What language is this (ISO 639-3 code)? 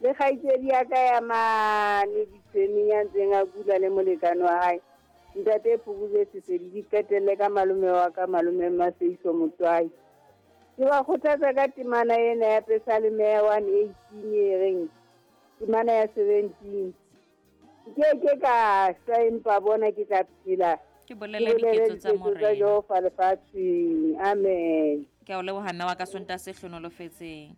sot